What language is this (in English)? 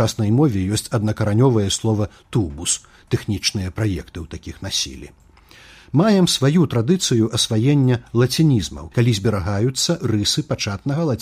Belarusian